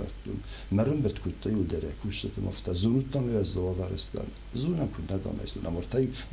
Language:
Ossetic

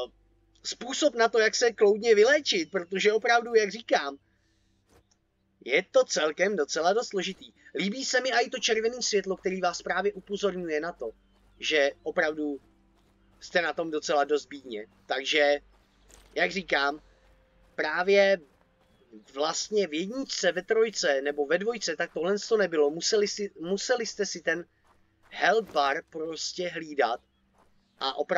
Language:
Czech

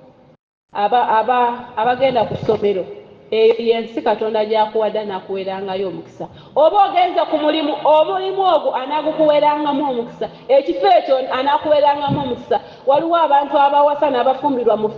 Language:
Ganda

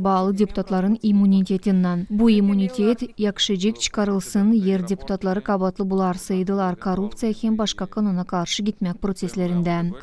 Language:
Gagauz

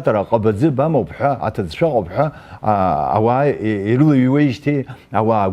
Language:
Abkhazian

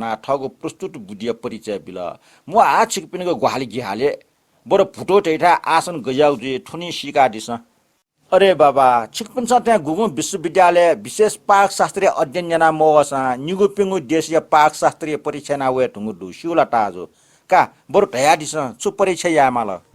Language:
Newari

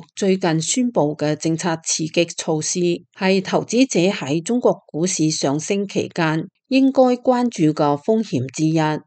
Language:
Cantonese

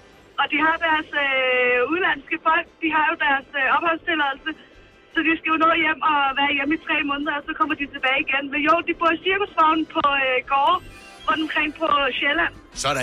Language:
Danish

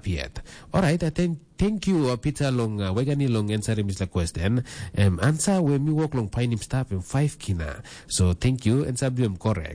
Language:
Tok Pisin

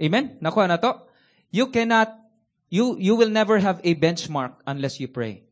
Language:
Cebuano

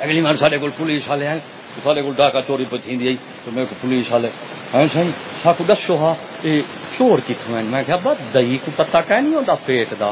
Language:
Saraiki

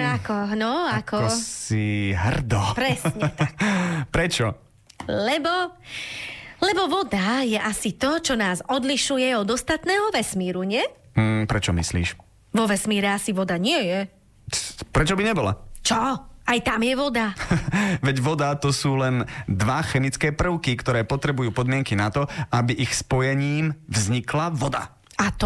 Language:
Slovak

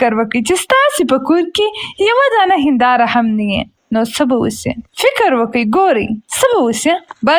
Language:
Pashto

